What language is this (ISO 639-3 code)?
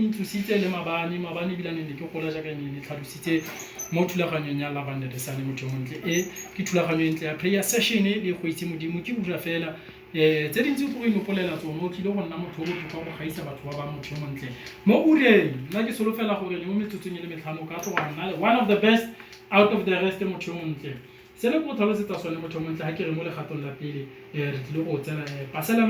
tsn